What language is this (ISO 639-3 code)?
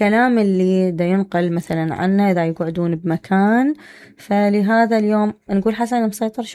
acm